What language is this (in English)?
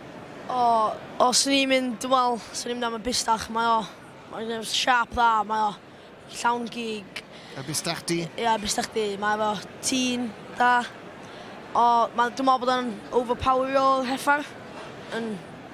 Welsh